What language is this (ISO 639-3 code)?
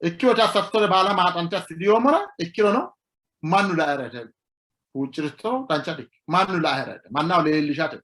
sid